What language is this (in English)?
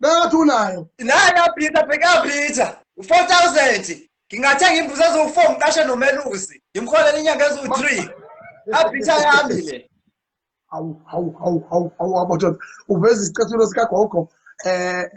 Zulu